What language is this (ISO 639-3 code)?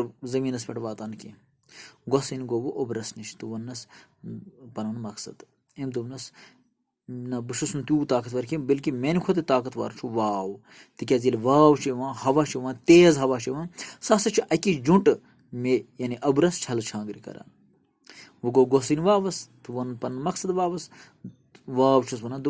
kas